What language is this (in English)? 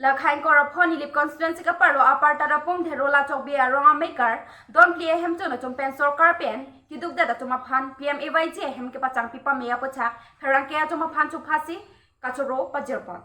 Karbi